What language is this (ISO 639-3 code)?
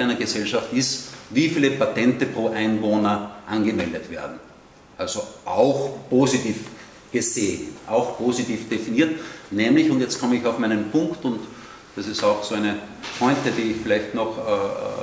deu